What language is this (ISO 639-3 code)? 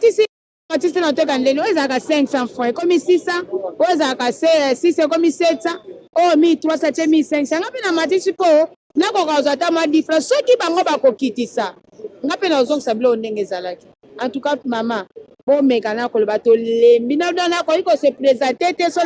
lin